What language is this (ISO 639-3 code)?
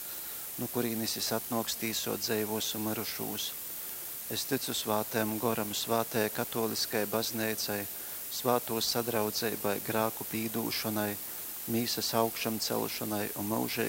ltg